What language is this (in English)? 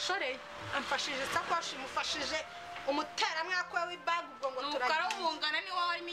Kinyarwanda